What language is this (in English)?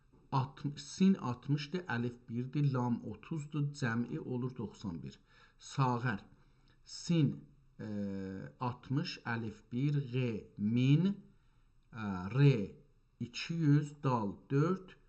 South Azerbaijani